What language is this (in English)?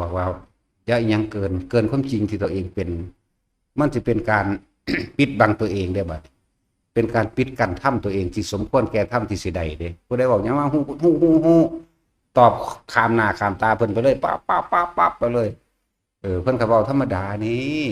Northeastern Thai